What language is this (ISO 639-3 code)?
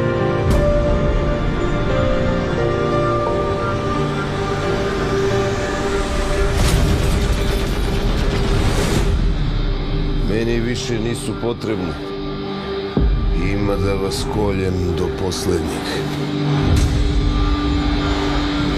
srp